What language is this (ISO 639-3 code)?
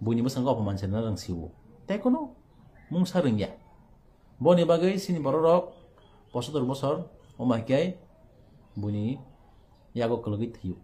trp